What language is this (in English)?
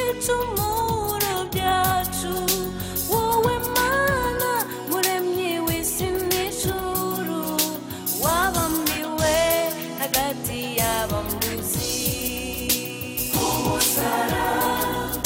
Kinyarwanda